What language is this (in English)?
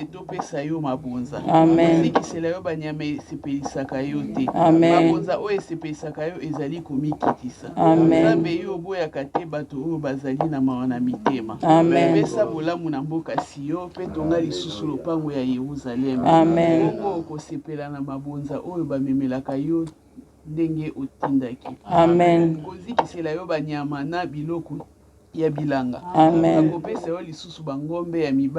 Lingala